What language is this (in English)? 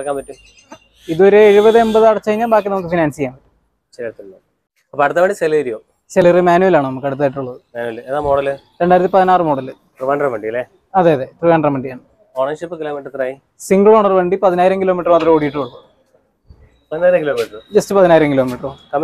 Malayalam